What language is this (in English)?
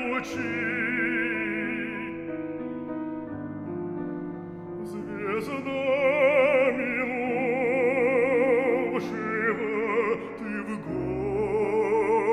Icelandic